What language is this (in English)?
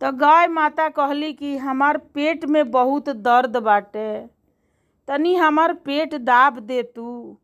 Bhojpuri